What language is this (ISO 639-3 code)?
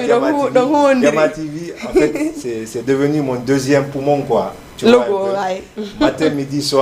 ful